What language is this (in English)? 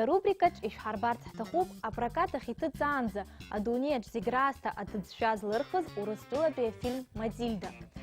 Abkhazian